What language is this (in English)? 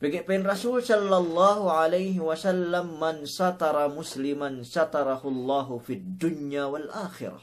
Yakan